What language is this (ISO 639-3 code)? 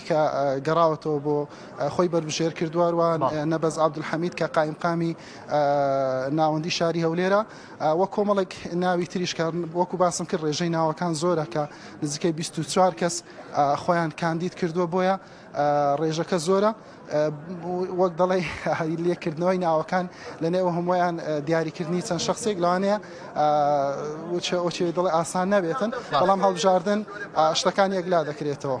ckb